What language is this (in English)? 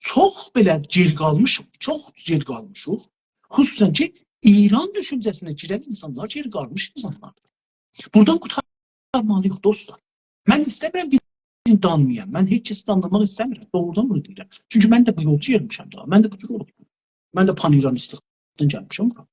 South Azerbaijani